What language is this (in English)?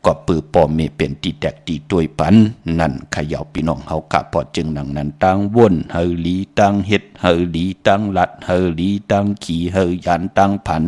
Shan